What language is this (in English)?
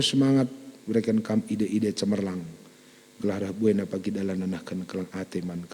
Batak Karo